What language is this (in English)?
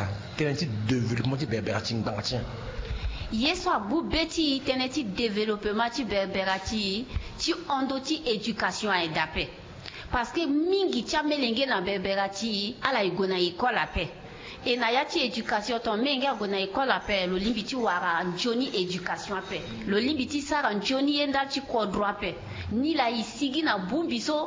Sango